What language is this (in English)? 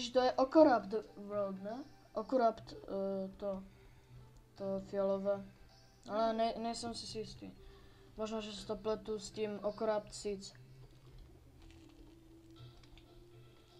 Czech